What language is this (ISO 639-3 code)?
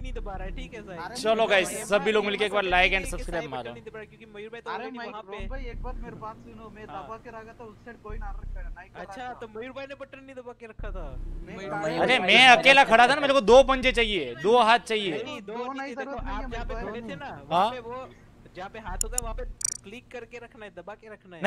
hin